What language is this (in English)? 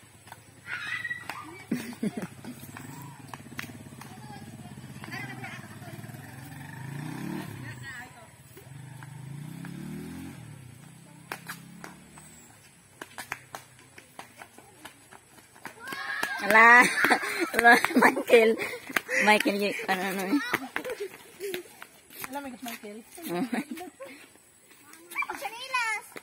Filipino